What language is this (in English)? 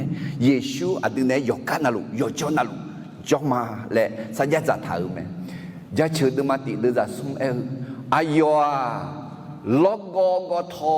Akha